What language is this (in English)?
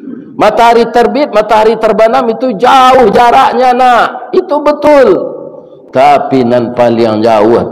Minangkabau